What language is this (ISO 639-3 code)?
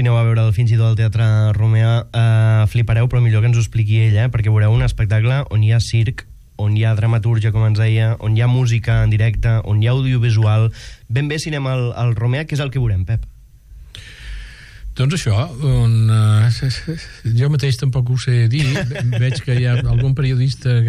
cat